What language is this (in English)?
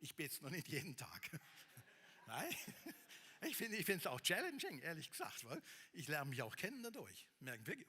Swiss German